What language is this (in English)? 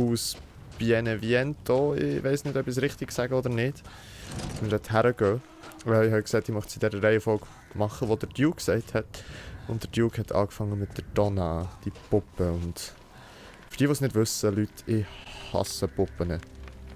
Swiss German